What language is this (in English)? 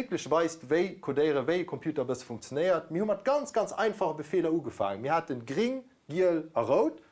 Luxembourgish